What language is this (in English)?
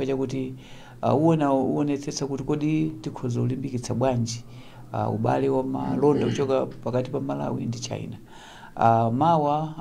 Nyanja